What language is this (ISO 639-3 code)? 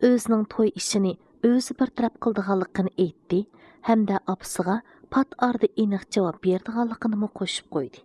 uig